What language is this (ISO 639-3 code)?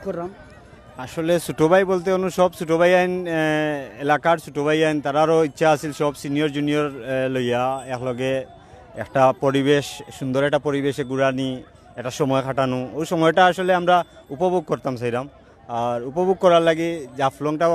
syl